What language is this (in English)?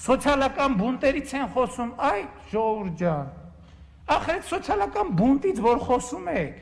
Armenian